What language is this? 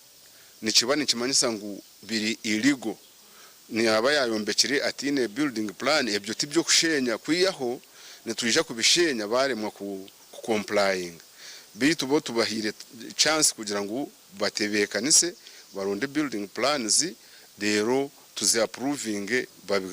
Nyankole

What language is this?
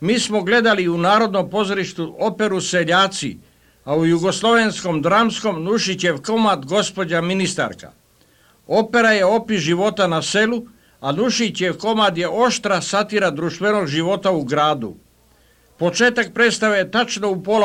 Serbian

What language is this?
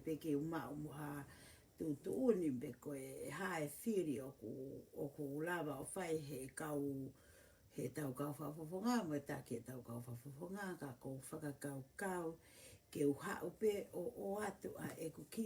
Tongan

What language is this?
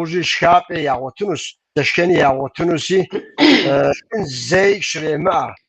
Kabardian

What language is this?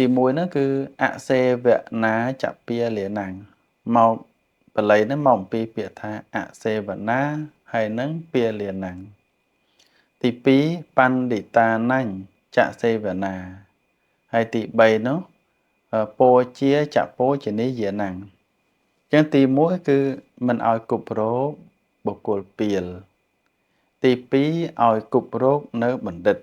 Khmer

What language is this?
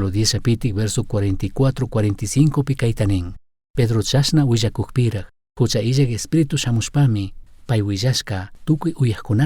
Chimborazo Highland Quichua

